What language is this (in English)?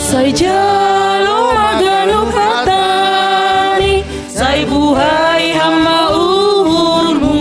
Batak Simalungun